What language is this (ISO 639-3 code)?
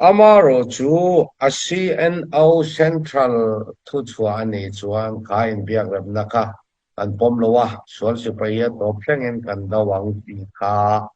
cnh